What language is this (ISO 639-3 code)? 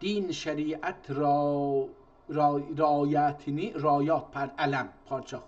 azb